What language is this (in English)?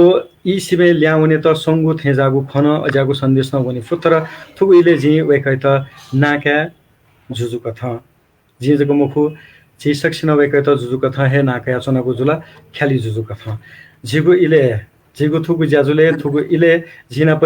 Newari